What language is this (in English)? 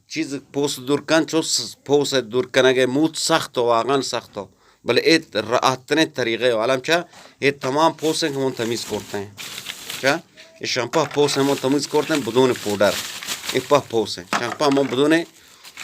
Eastern Balochi